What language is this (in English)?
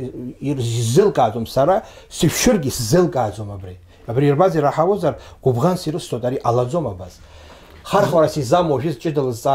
Abkhazian